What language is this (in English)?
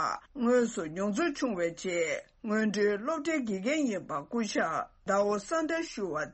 Tibetan